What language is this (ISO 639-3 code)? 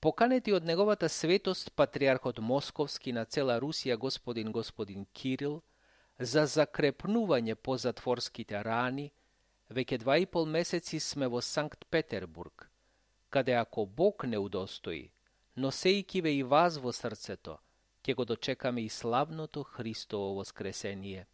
mkd